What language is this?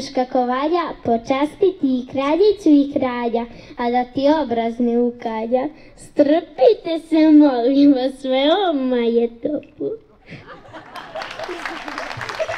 Serbian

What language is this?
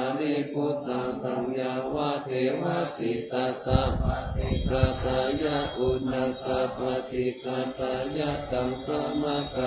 Pali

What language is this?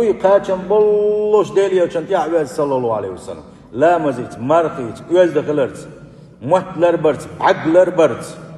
Chechen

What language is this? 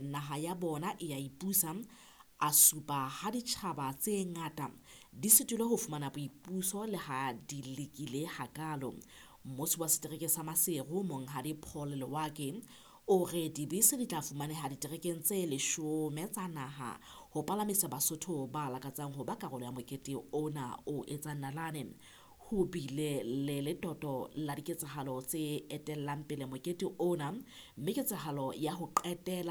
Southern Sotho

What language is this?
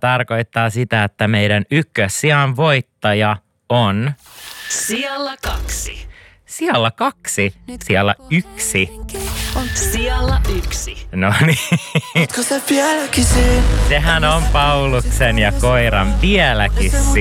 Finnish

